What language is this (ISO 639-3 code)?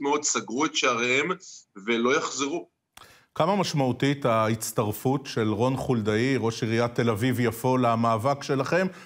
heb